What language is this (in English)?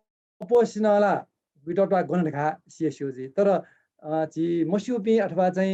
Newari